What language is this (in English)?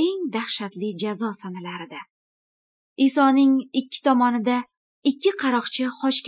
Uyghur